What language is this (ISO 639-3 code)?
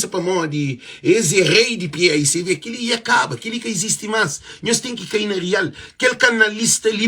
kea